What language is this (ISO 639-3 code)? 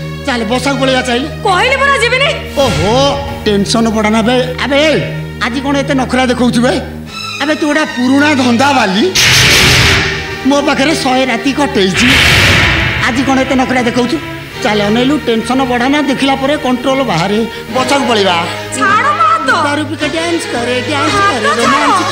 ori